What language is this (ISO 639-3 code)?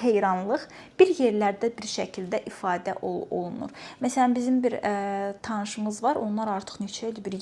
aze